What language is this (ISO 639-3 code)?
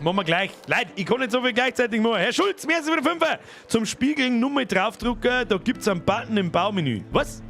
bar